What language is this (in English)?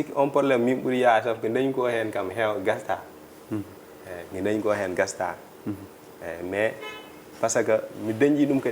Fula